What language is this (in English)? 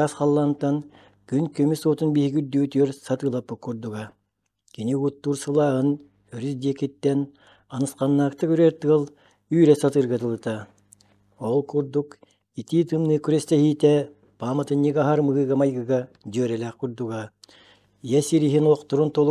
Yakut